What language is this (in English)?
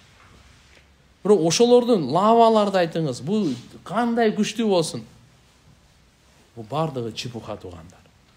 Kyrgyz